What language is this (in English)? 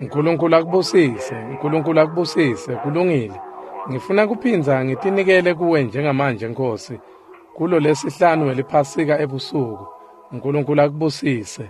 Swati